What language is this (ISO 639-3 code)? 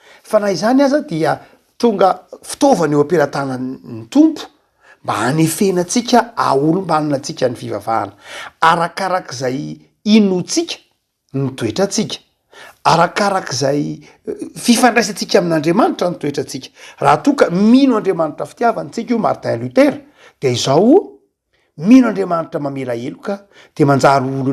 mlg